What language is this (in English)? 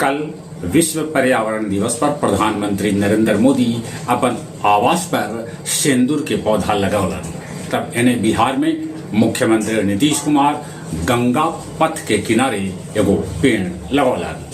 Magahi